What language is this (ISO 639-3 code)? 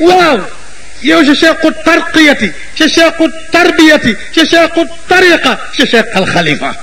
wol